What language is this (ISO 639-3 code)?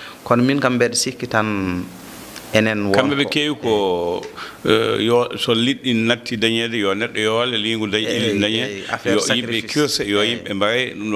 ful